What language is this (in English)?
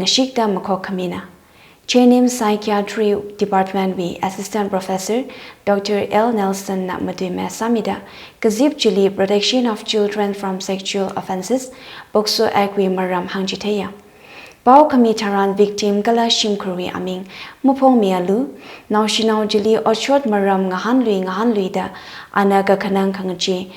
Tangkhul Naga (India)